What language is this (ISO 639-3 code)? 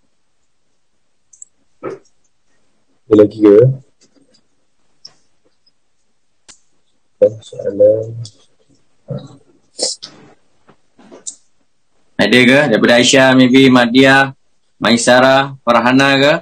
msa